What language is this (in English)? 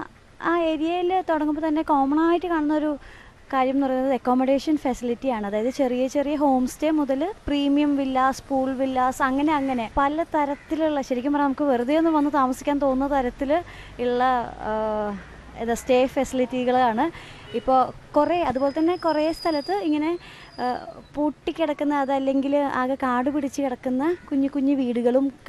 Malayalam